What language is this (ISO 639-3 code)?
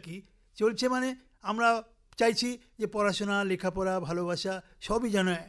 ben